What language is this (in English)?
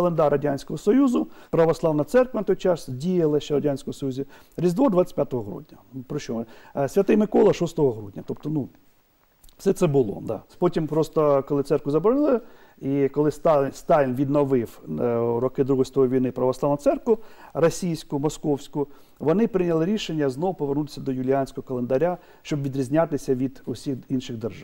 Ukrainian